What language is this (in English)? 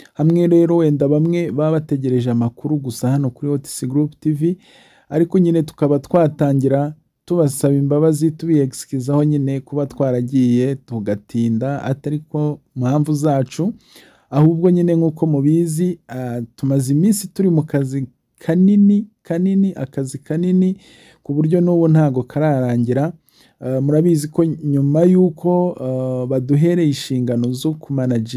Kinyarwanda